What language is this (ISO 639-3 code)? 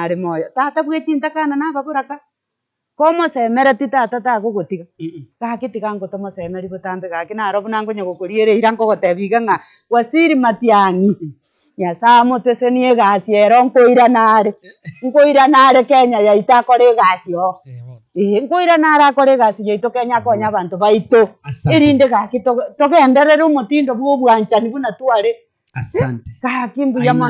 guz